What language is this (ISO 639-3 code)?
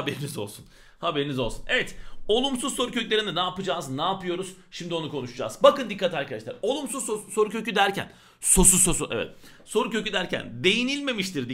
tur